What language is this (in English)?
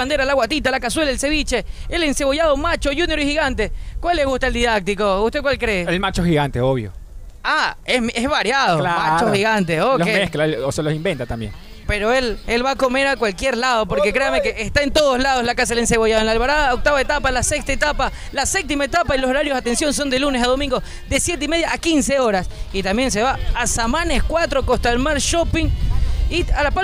Spanish